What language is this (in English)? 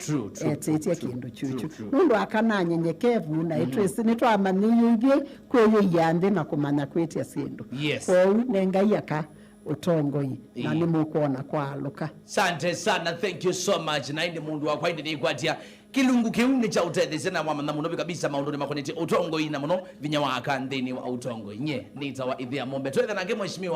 Kamba